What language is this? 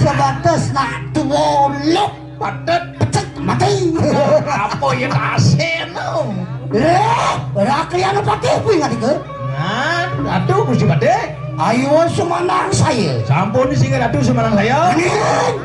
Balinese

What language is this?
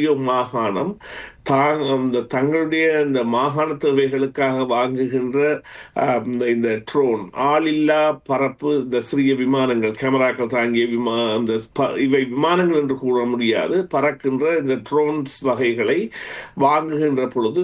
Tamil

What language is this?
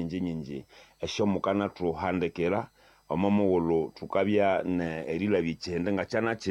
Nande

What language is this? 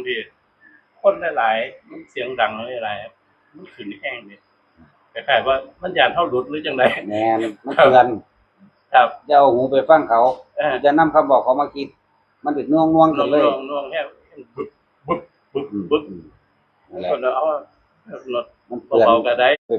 Northeastern Thai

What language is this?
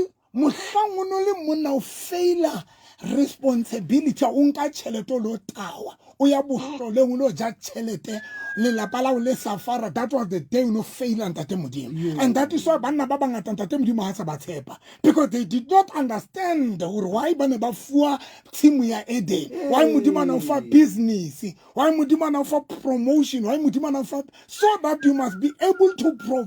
Southern Sotho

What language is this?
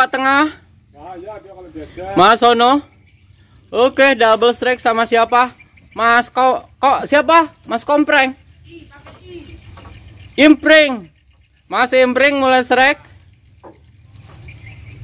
Indonesian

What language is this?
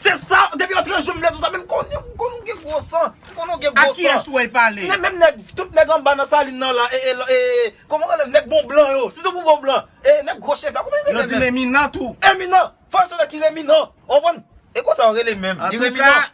Haitian Creole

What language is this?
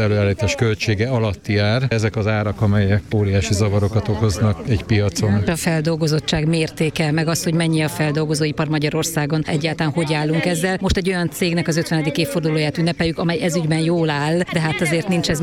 Hungarian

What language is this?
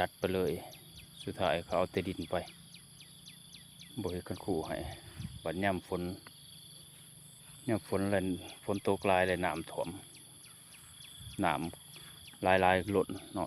Lao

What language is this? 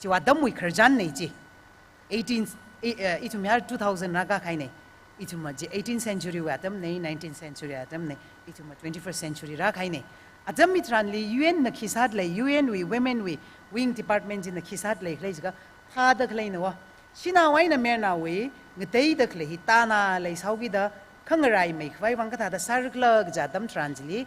Tangkhul Naga (India)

